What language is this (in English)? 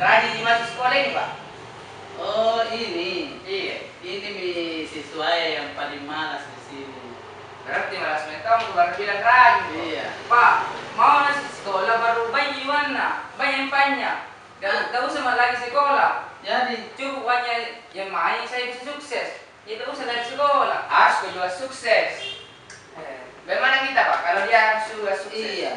Makassar Malay